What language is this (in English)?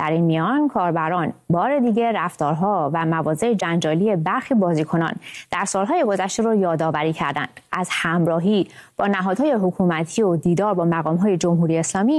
Persian